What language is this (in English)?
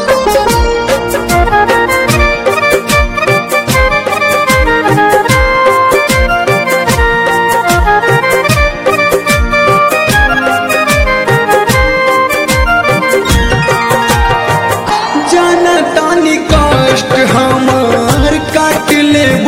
Bhojpuri